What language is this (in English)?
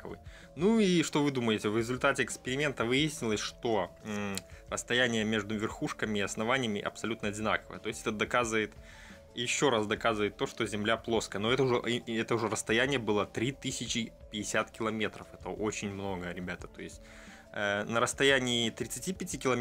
Russian